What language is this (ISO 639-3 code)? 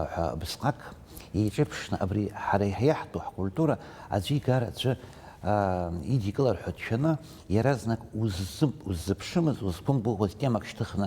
abk